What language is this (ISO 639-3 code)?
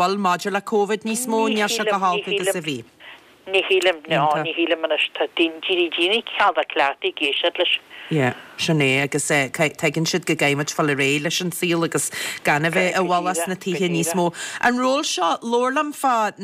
gle